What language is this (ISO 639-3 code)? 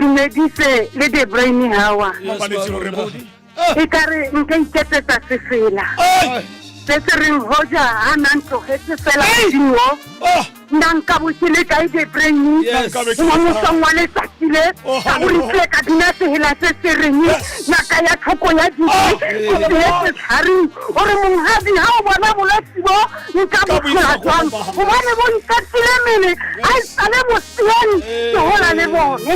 tsn